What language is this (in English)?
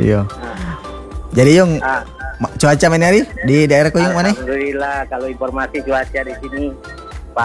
Indonesian